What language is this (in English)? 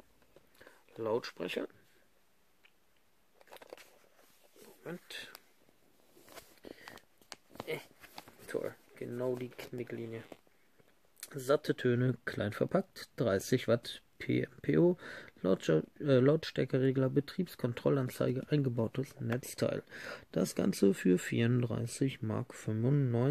German